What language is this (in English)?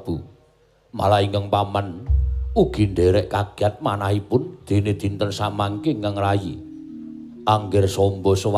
Javanese